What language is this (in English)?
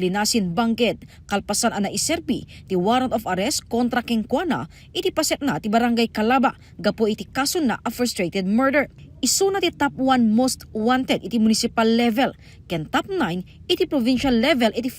Iloko